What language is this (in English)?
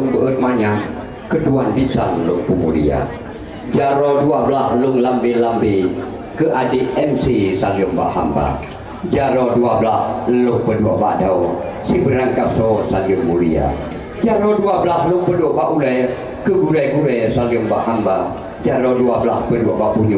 Achinese